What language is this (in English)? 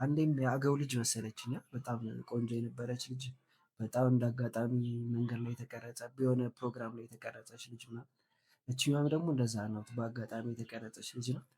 Amharic